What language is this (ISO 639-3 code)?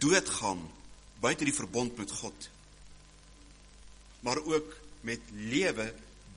afr